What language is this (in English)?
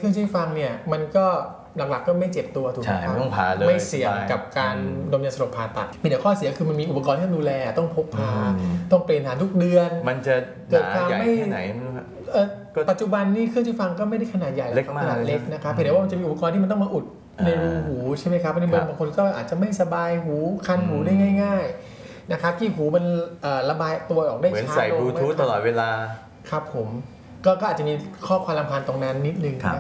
Thai